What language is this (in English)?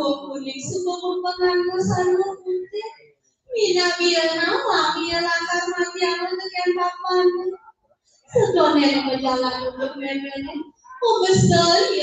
Balinese